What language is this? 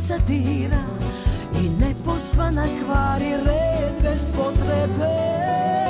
Serbian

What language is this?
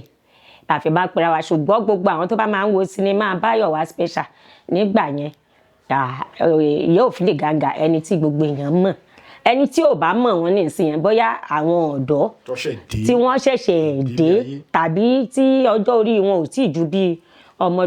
Yoruba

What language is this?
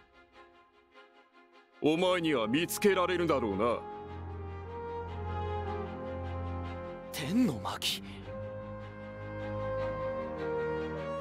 Japanese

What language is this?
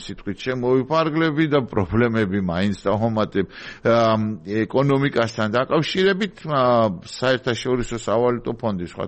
Georgian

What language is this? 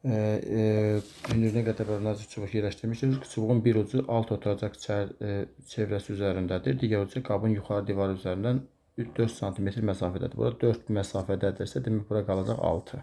Azerbaijani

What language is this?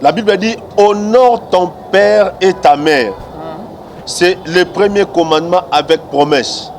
Lingala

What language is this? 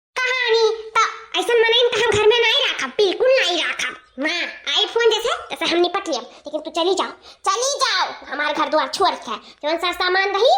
Awadhi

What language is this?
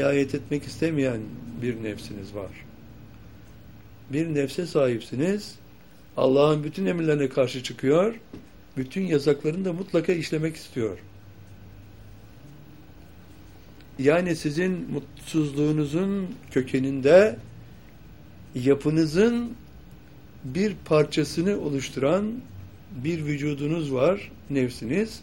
Turkish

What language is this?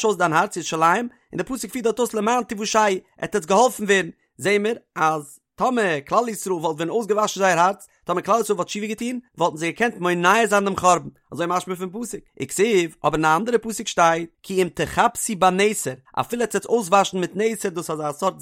Yiddish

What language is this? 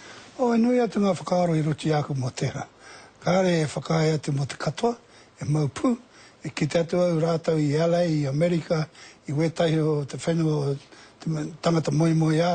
Māori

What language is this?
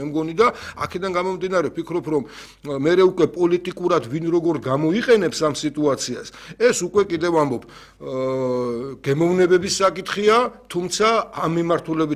Georgian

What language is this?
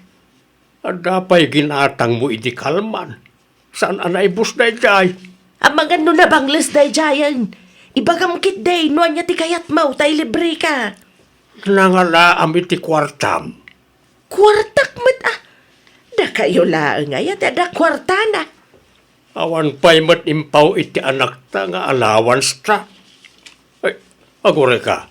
Iloko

